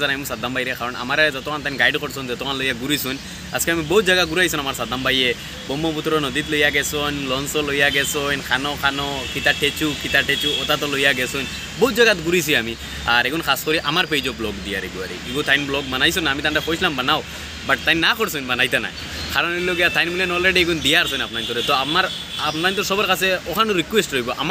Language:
Sylheti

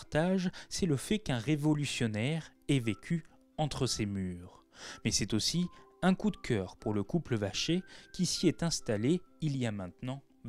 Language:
French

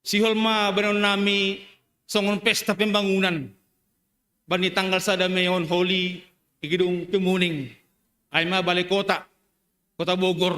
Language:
Batak Simalungun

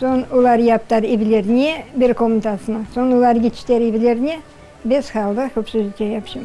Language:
Crimean Tatar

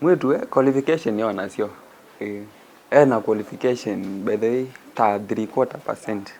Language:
Kamba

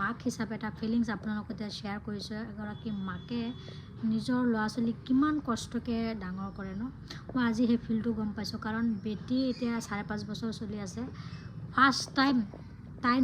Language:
Assamese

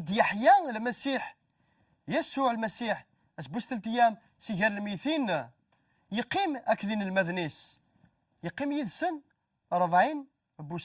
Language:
Kabyle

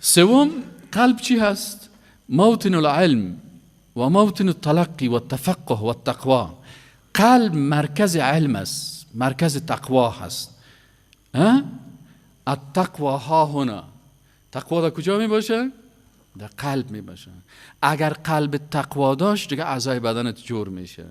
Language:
Persian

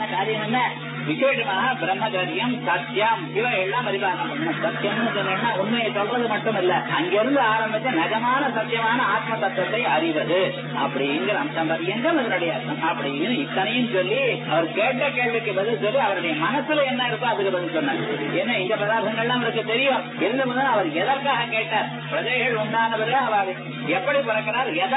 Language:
Tamil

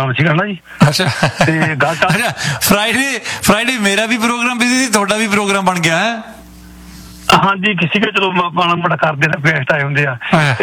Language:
Punjabi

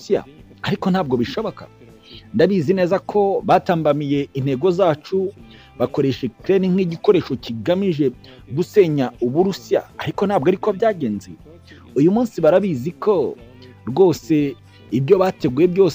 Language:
Kinyarwanda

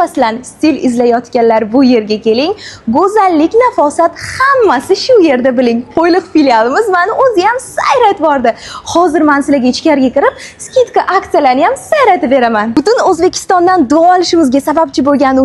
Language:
Uzbek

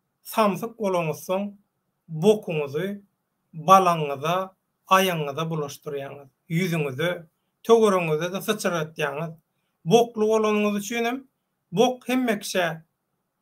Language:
Turkmen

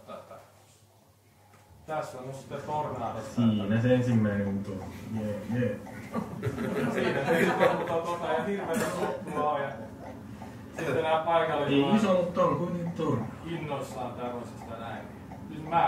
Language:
Finnish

